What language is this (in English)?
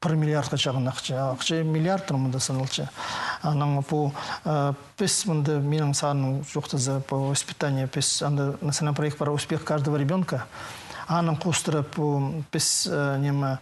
Khakas